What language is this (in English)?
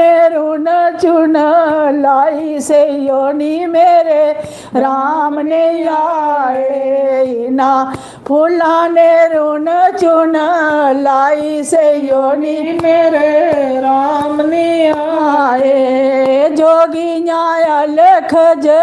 Dogri